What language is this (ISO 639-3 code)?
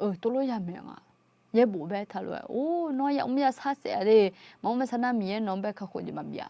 ahk